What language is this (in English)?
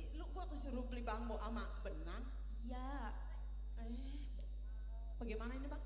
Betawi